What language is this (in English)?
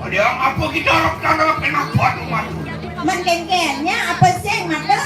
Balinese